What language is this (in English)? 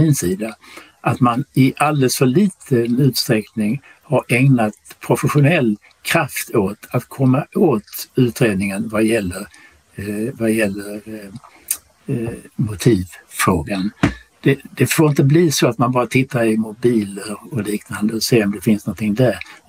Swedish